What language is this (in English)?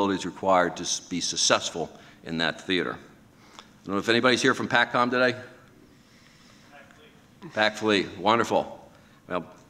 English